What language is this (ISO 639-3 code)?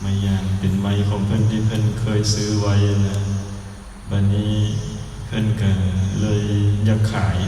lao